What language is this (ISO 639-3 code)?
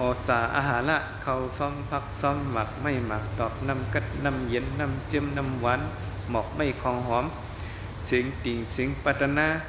shn